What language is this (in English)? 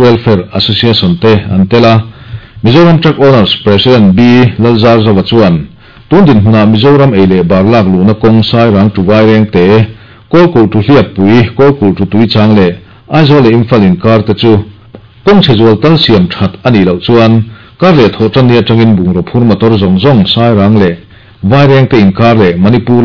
Mizo